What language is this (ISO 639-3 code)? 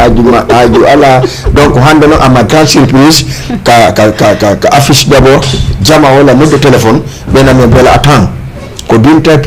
ful